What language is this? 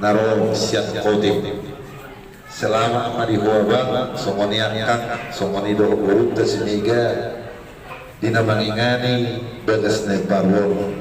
Batak Toba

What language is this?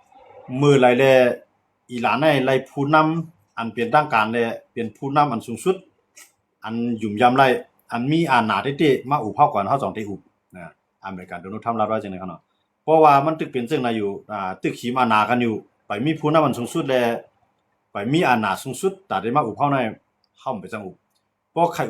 Shan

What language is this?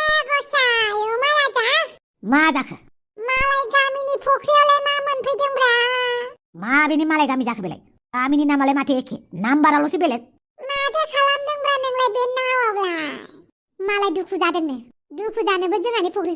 Bodo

